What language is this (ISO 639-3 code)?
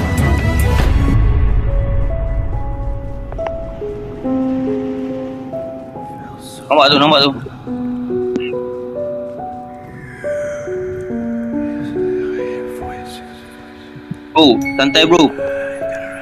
msa